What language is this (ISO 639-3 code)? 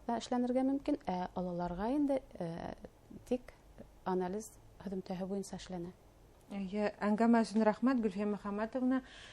bak